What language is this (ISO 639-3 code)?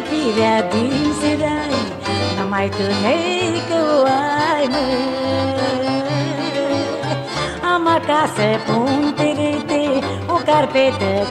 ron